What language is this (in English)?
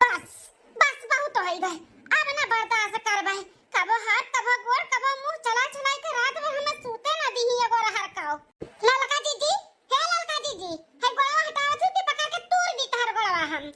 Awadhi